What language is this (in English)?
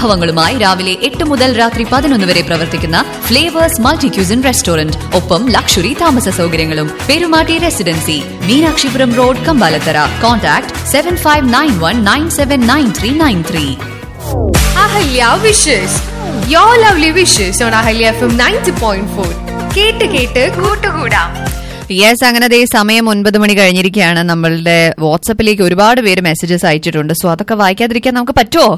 Malayalam